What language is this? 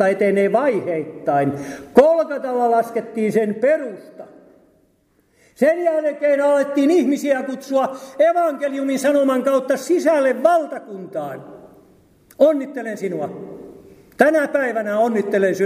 Finnish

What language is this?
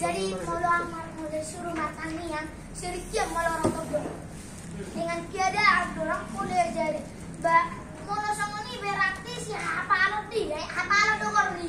Batak Toba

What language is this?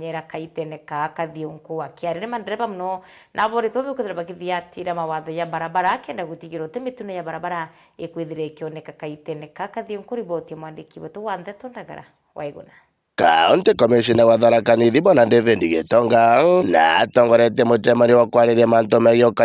Meru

